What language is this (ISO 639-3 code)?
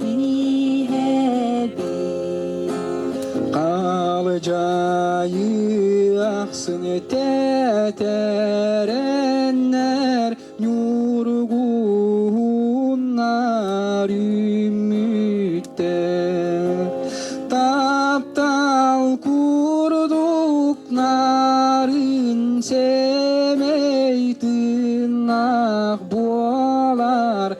sah